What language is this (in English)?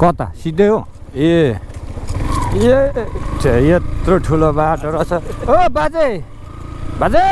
Nepali